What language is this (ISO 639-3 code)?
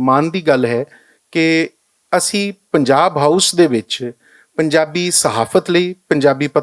lah